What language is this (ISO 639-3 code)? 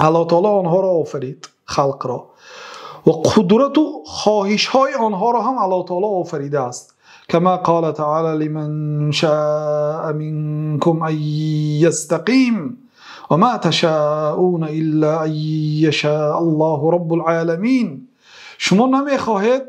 fas